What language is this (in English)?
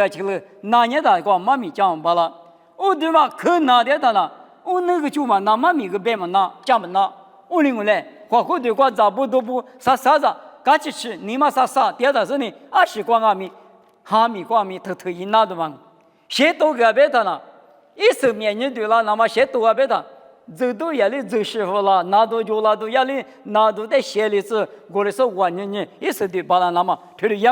Lisu